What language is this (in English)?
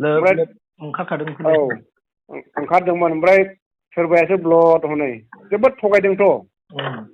Bodo